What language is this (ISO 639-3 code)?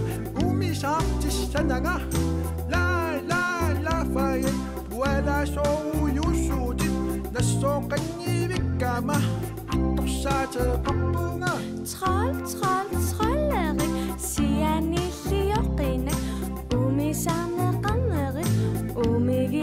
kal